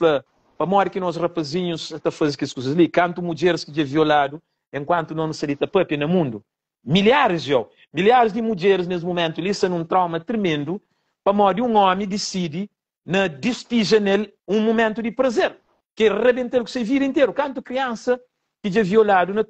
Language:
Kabuverdianu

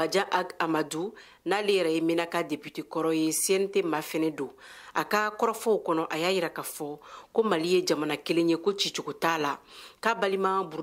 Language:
Bambara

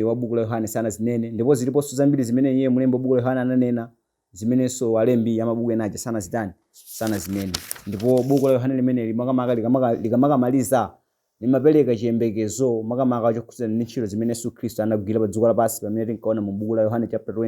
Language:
Nyanja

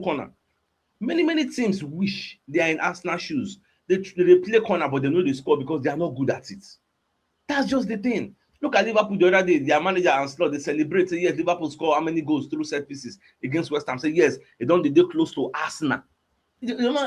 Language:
Nigerian Pidgin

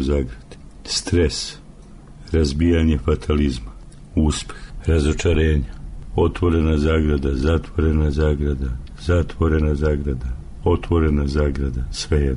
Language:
Serbian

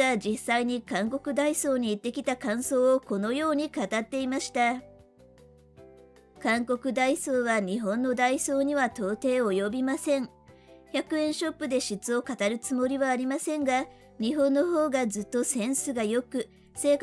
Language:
Japanese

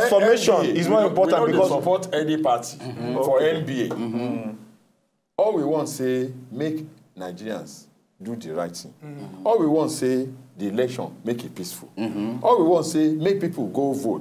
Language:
Nigerian Pidgin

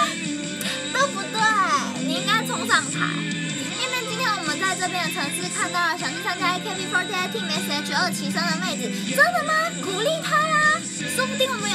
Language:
Chinese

